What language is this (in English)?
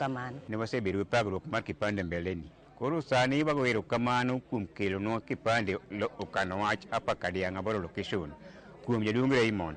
Luo (Kenya and Tanzania)